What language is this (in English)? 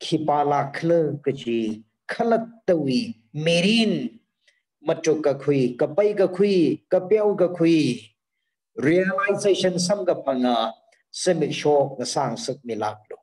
Tangkhul Naga (India)